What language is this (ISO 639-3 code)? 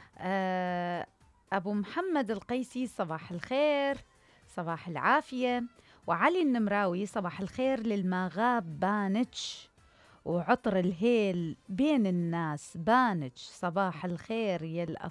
acm